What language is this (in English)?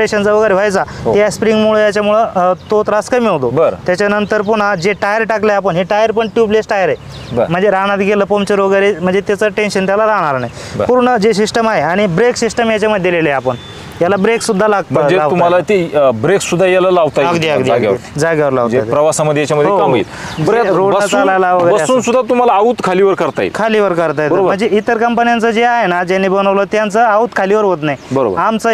Marathi